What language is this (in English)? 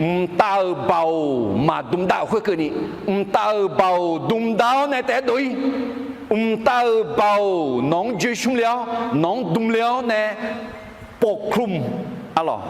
Akha